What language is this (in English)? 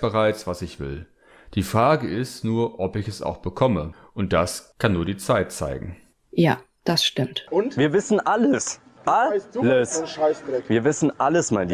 German